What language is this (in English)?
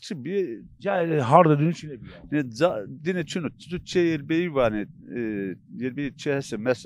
Zaza